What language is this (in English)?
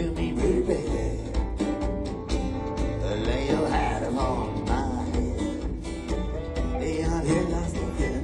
English